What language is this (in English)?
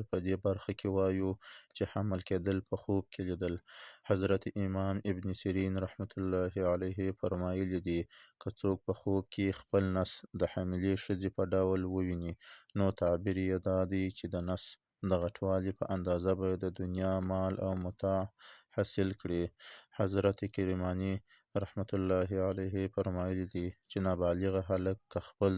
Pashto